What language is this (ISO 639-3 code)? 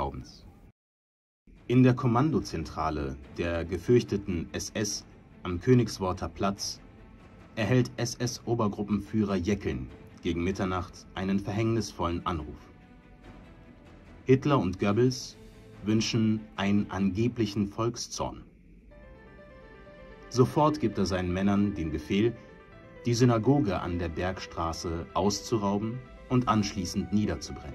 deu